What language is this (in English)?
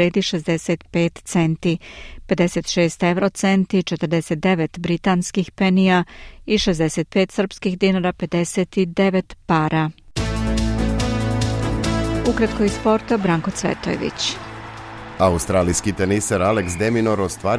Serbian